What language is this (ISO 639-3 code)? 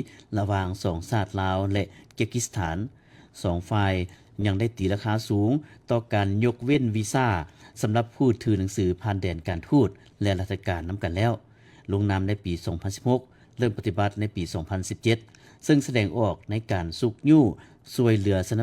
lao